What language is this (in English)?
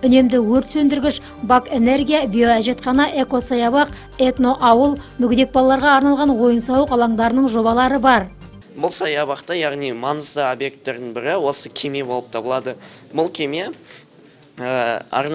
Kazakh